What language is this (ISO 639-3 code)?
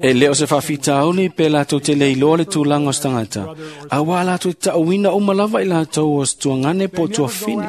smo